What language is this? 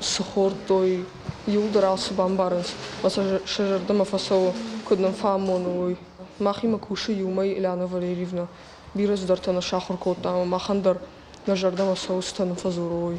Ossetic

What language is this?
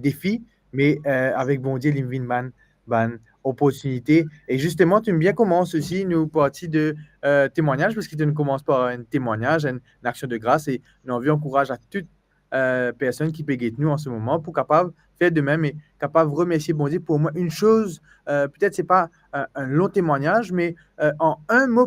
Morisyen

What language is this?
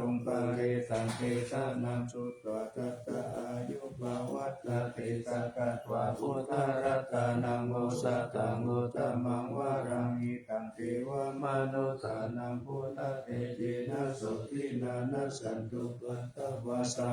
Pali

